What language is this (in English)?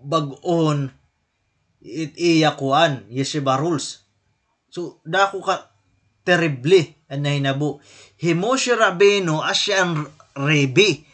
Waray